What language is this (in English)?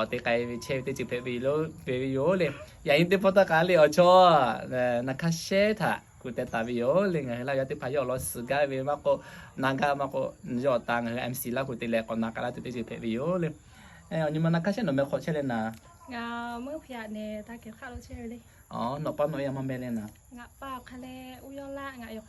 Lahu